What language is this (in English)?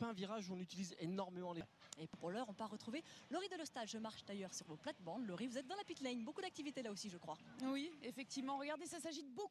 French